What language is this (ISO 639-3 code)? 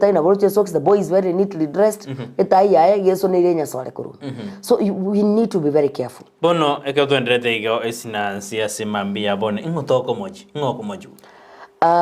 guz